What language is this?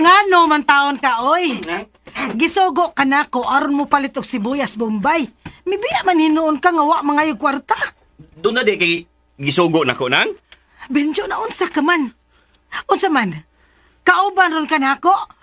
Cebuano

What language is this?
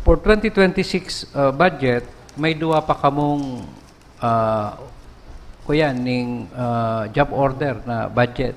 Bikol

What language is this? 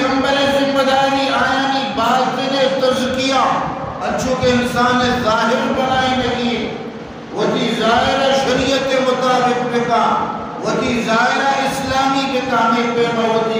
Eastern Balochi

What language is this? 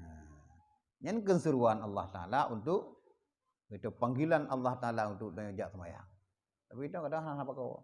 Achinese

